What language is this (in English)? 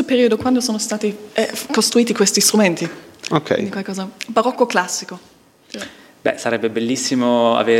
Italian